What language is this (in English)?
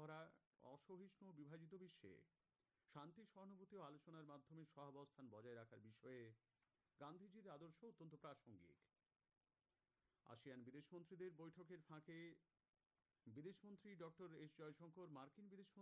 Bangla